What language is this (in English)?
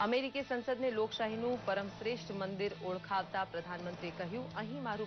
Gujarati